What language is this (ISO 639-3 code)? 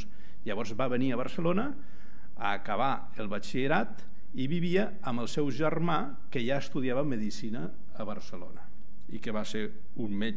cat